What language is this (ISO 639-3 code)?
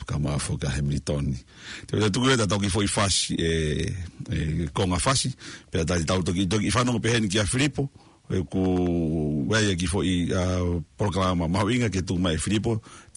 ton